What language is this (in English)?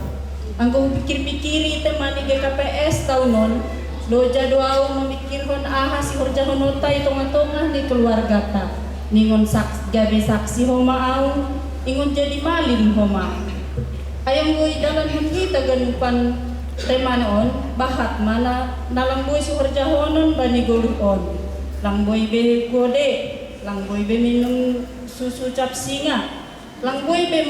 Batak Simalungun